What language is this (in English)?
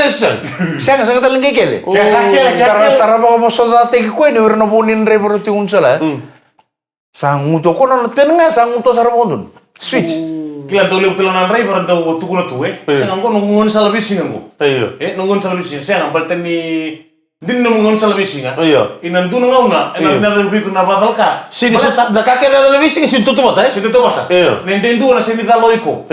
Fijian